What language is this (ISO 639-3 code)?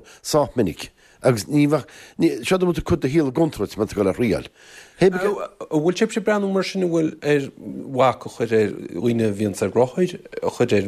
gle